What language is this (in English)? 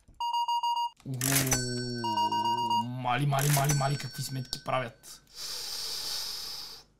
Bulgarian